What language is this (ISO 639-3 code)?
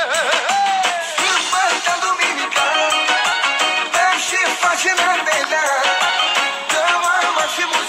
ron